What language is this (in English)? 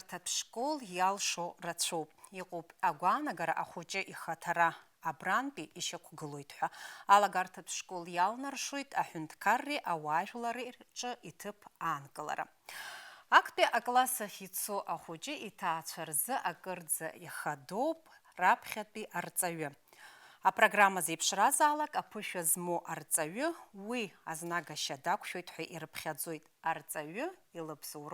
Abkhazian